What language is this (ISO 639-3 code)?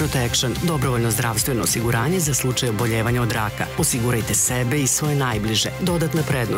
srp